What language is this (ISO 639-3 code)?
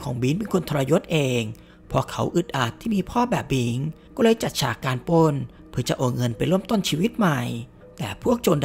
tha